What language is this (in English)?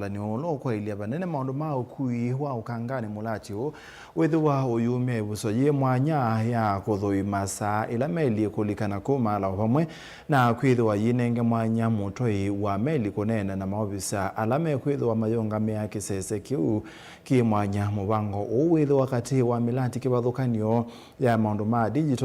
Kamba